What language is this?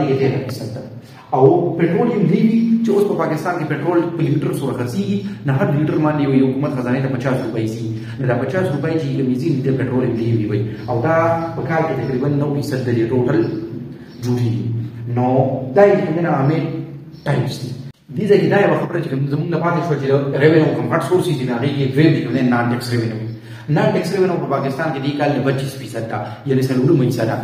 Pashto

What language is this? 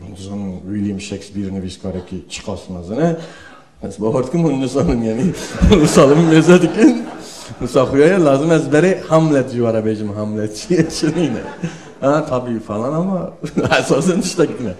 Kurdish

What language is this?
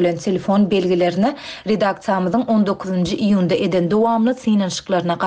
Turkmen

